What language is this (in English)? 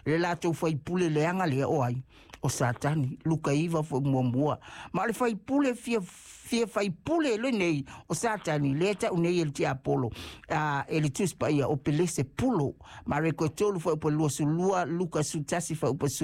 Samoan